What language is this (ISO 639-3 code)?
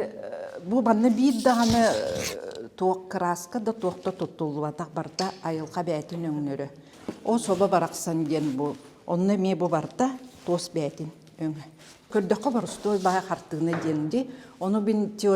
sah